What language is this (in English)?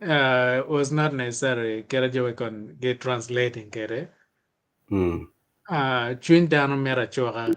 Acoli